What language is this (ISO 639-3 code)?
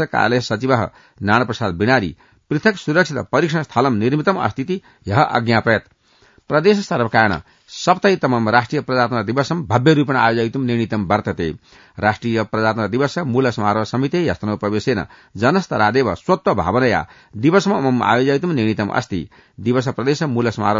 san